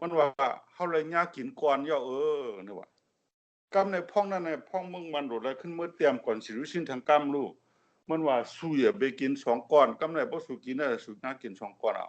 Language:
Shan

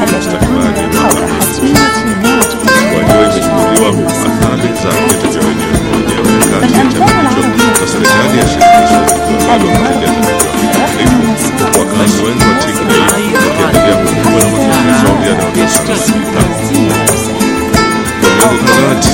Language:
Swahili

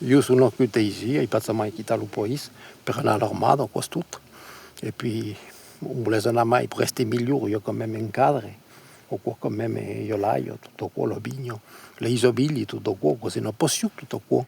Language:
Occitan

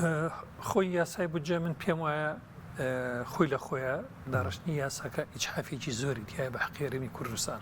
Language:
Central Kurdish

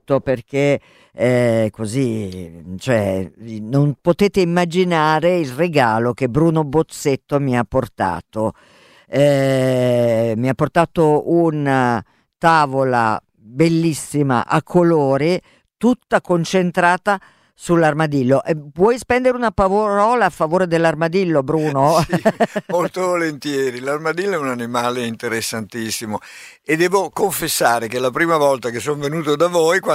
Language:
Italian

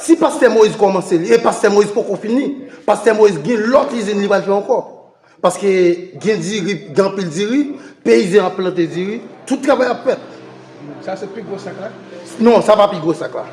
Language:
Haitian Creole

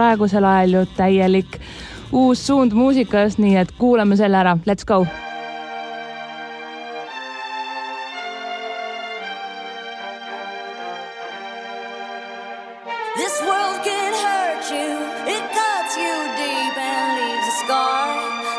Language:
Estonian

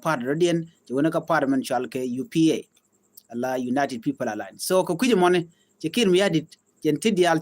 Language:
Nuer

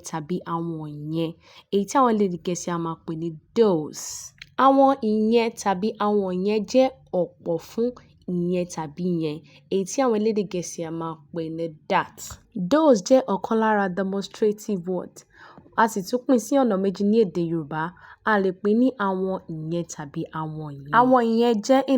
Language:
Yoruba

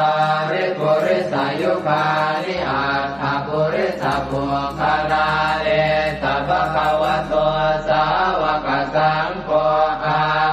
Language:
Pali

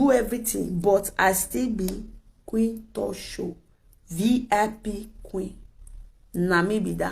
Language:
Nigerian Pidgin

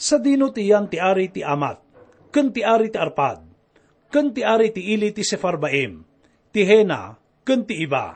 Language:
Iloko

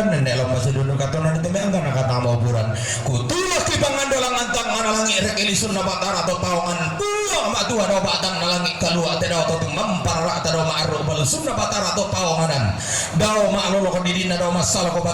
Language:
Toraja-Sa'dan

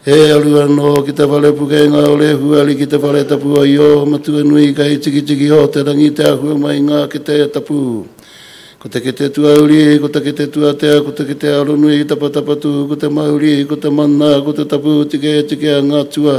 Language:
Māori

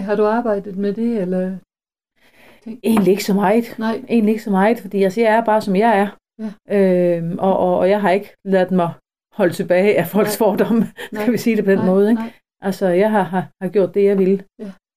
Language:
Danish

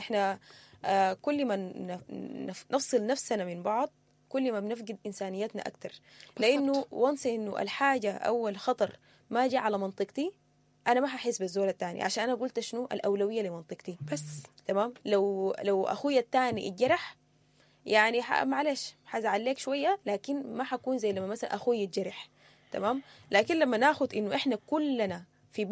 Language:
Sudanese Arabic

